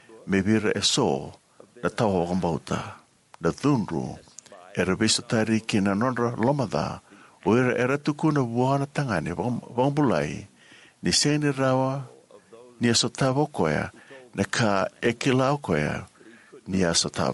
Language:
Fijian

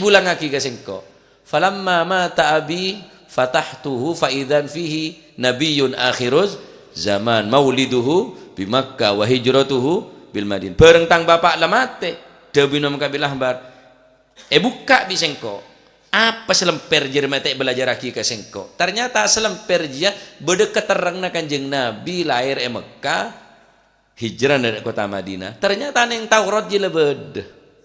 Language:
Madurese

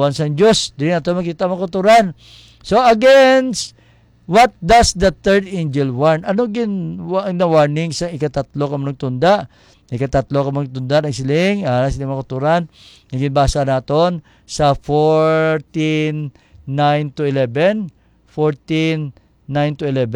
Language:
Hiligaynon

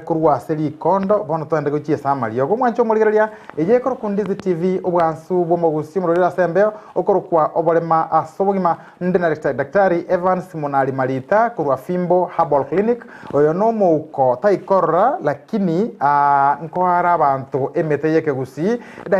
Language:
Gusii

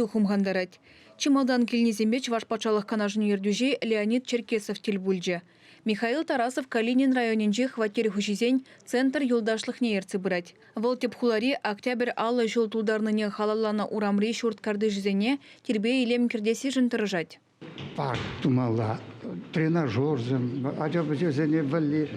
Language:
Chuvash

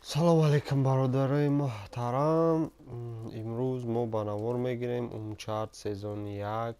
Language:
Tajik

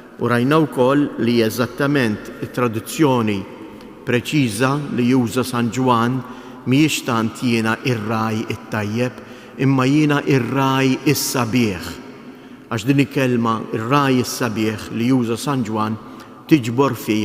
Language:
Maltese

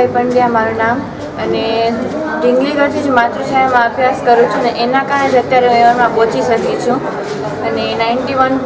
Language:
Gujarati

